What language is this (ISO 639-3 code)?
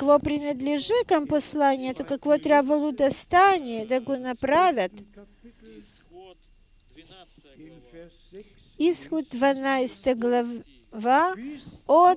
bul